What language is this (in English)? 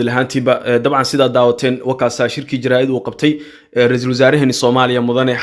Somali